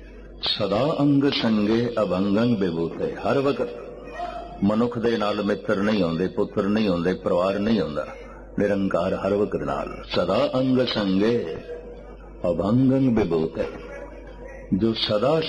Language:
Punjabi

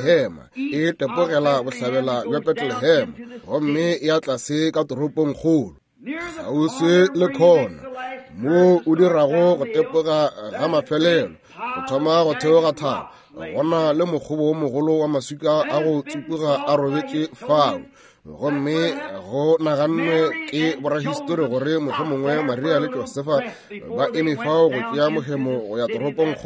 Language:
Northern Sotho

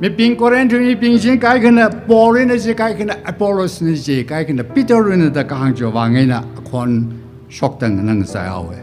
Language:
Tangkhul Naga (India)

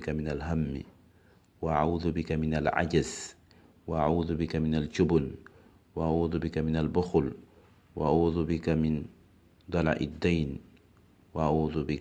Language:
Fula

